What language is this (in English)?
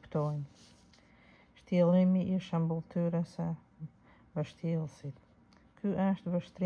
Albanian